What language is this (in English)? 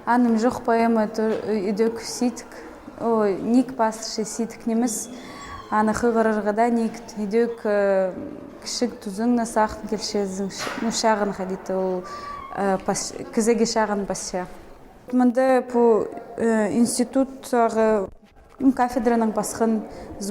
Khakas